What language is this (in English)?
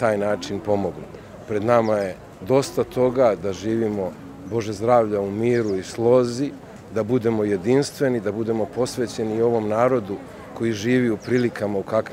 Serbian